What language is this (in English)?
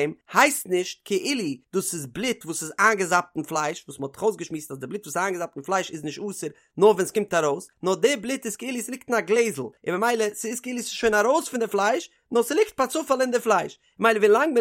Yiddish